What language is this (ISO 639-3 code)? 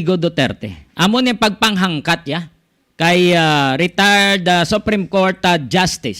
hil